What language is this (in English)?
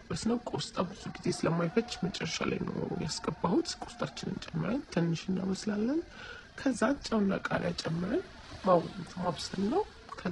Amharic